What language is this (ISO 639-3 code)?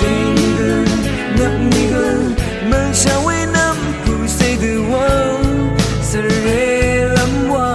raw